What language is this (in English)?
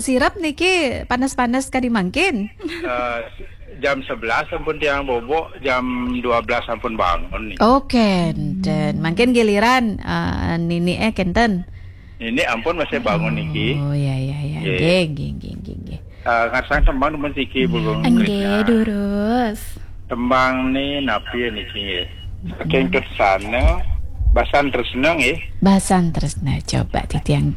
Balinese